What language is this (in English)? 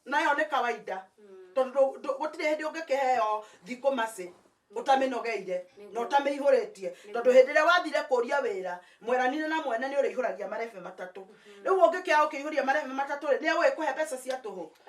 Kikuyu